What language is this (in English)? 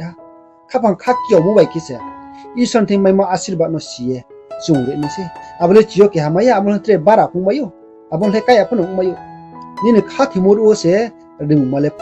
Riang (India)